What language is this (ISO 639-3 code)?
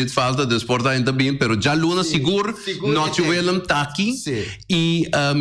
pap